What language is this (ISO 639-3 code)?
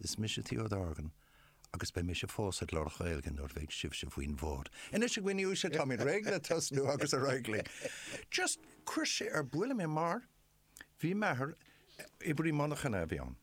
gle